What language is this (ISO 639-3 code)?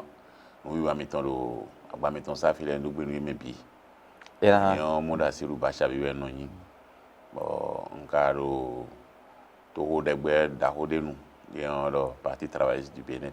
fon